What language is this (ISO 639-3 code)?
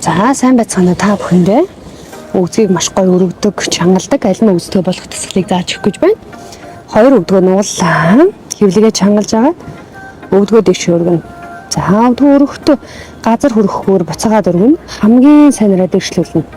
mon